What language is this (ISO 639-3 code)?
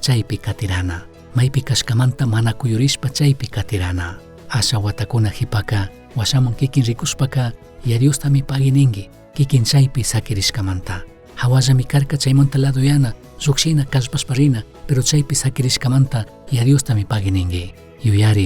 qug